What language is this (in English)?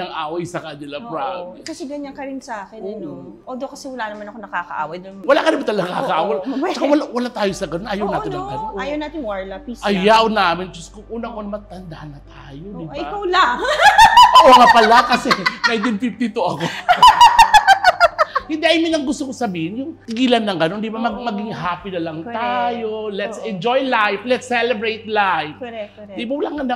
Filipino